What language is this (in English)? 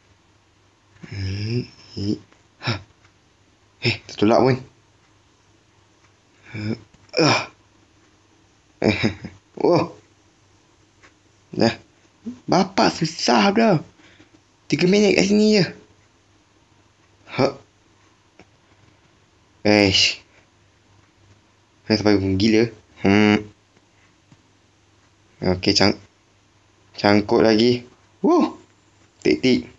Malay